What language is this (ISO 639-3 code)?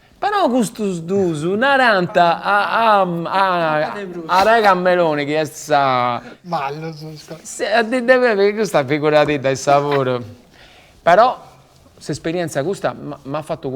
srd